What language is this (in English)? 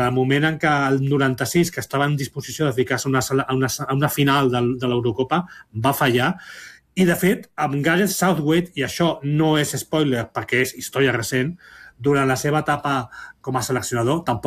Catalan